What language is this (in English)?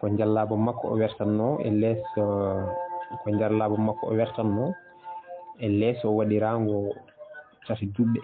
Fula